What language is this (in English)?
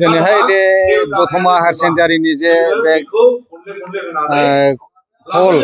Bodo